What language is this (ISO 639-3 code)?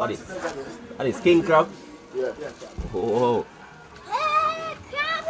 jam